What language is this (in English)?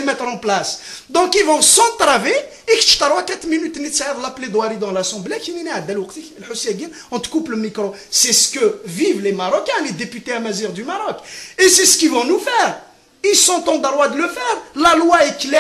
Kabyle